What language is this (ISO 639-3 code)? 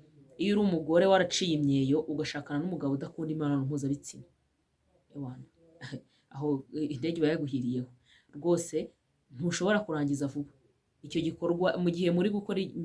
kin